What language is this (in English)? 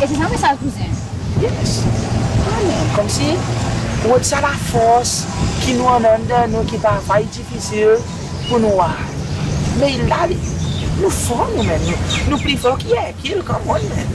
Seselwa Creole French